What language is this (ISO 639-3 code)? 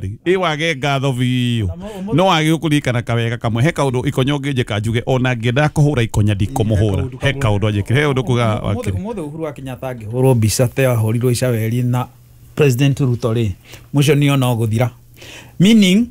kik